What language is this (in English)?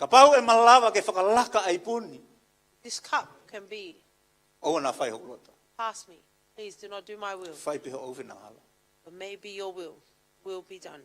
Tongan